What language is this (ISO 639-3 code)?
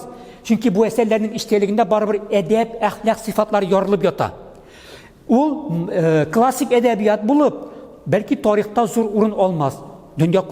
tat